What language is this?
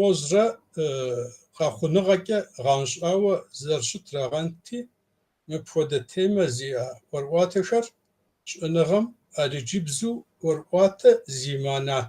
Kabardian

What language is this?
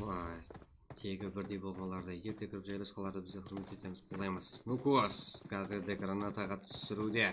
Kara-Kalpak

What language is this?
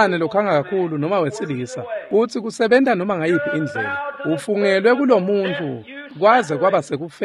Swati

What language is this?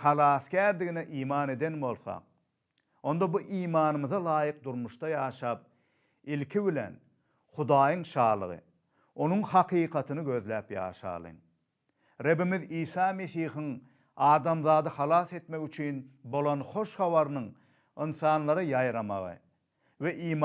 Turkmen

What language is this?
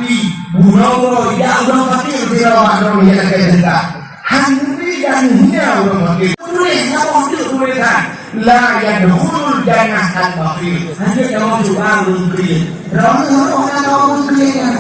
Achinese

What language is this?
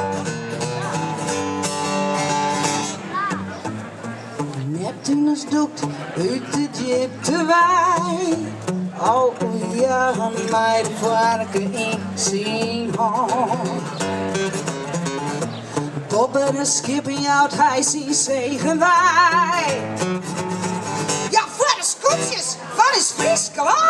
Dutch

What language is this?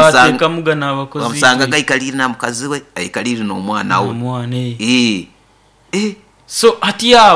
Nyoro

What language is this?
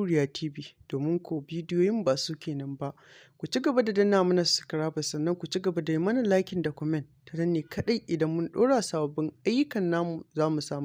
Hausa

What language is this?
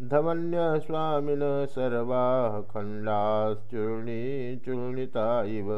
Sanskrit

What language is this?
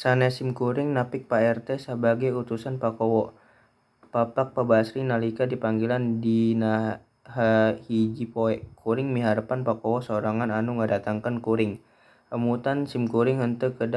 Sundanese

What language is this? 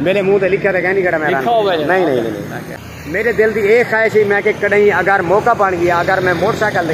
Saraiki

